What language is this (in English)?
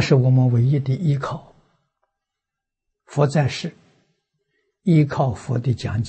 Chinese